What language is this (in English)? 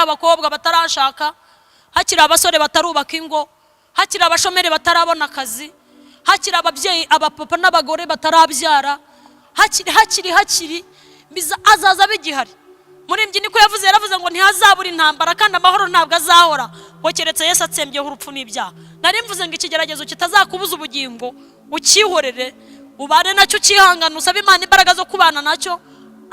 Kinyarwanda